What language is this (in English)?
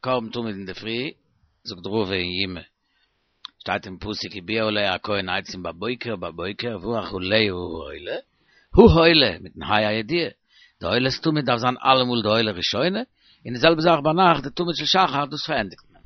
Yiddish